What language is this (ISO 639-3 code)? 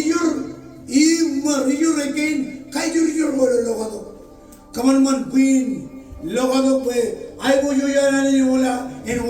mah